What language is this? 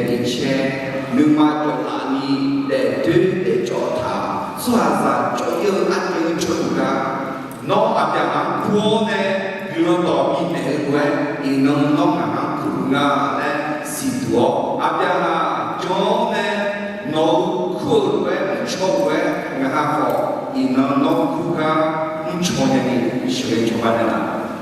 Akha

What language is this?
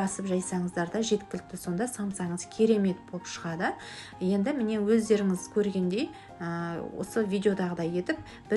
Kazakh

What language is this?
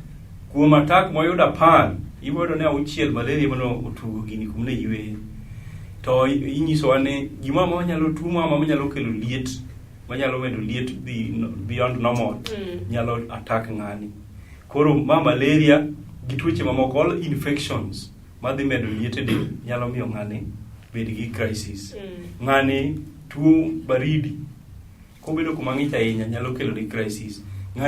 Luo (Kenya and Tanzania)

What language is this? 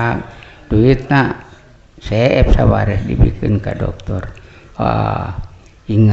Sundanese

